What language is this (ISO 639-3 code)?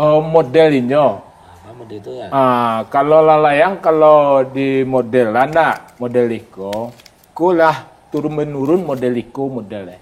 min